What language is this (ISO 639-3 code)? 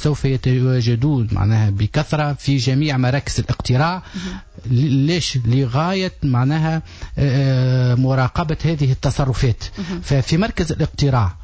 aeb